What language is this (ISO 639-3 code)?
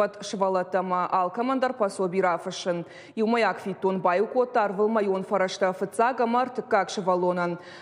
oss